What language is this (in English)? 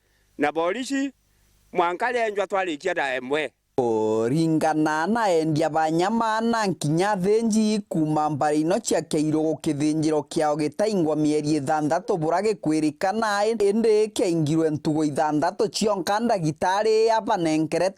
Meru